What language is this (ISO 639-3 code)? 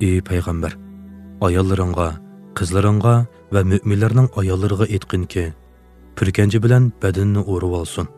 uig